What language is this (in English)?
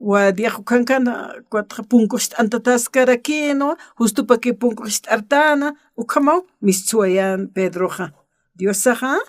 Aymara